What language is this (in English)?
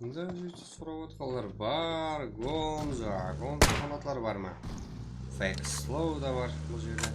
Kara-Kalpak